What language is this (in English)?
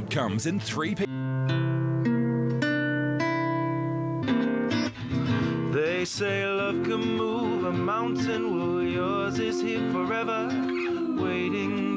English